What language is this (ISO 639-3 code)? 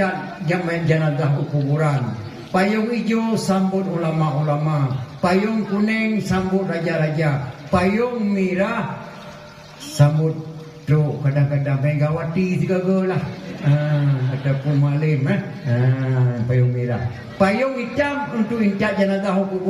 ace